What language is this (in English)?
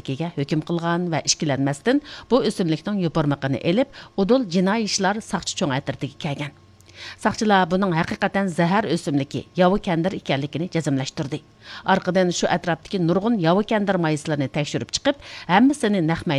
Uyghur